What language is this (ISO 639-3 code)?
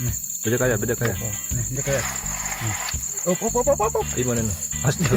sas